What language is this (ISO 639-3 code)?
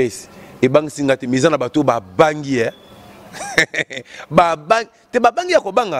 lin